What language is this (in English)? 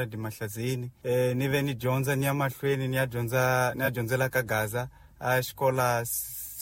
Tsonga